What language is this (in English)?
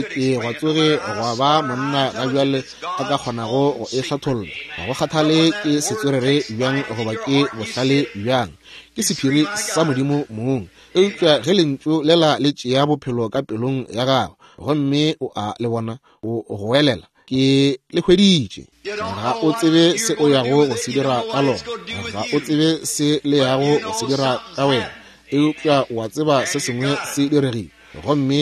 Northern Sotho